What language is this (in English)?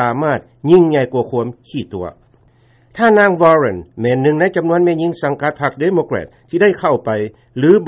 Lao